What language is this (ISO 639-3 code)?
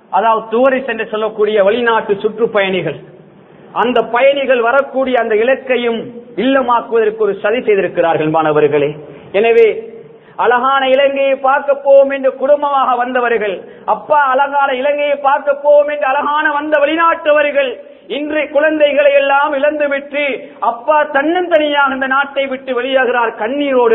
tam